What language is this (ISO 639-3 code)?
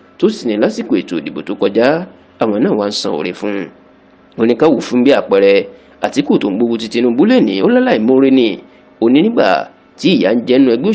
yor